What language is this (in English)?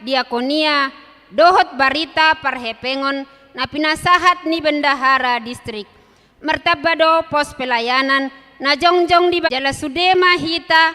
Batak Toba